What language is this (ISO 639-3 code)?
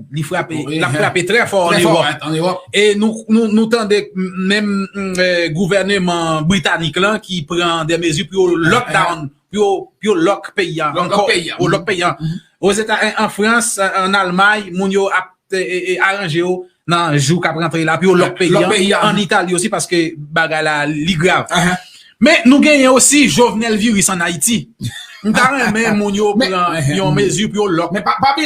hat